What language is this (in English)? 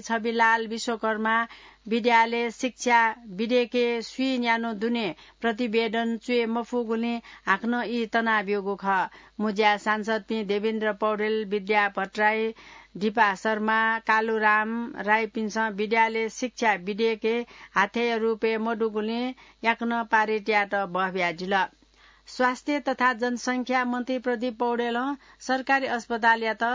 Newari